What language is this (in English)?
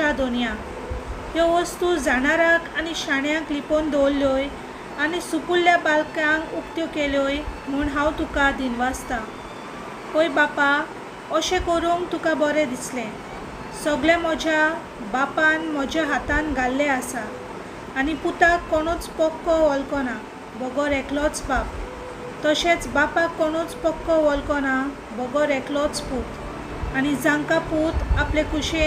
Konkani